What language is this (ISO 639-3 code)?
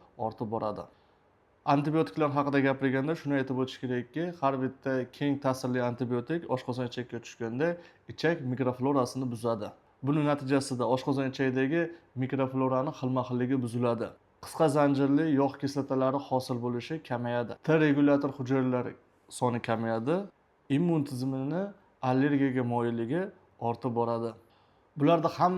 uzb